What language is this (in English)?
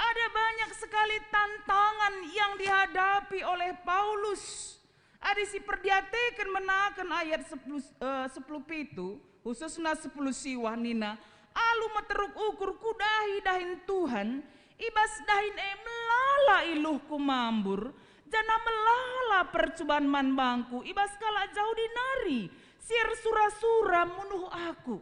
Batak Karo